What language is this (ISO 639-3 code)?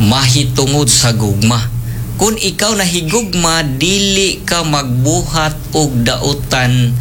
ceb